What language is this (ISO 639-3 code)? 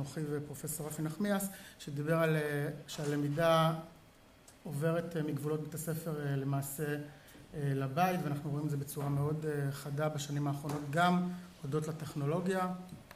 heb